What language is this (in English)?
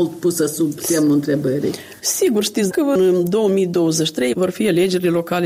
Romanian